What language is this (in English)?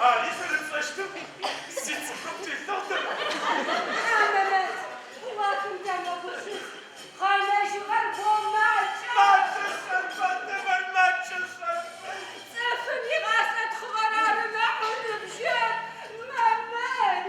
Adyghe